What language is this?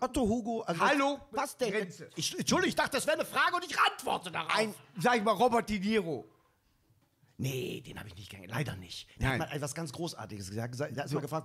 German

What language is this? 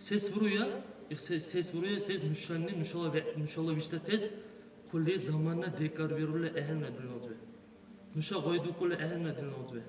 Dargwa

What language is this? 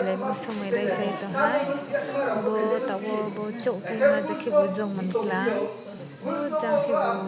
Riang (India)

